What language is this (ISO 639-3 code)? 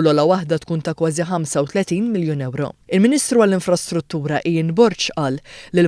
mlt